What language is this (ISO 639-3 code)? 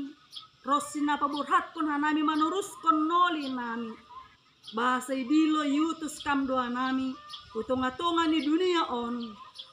bts